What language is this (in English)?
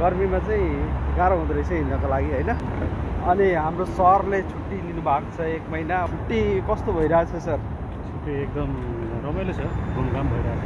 Nepali